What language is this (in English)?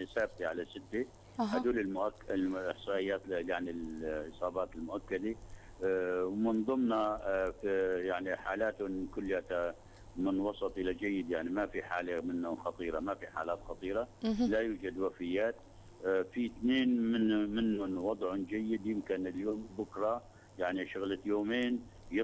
North Levantine Arabic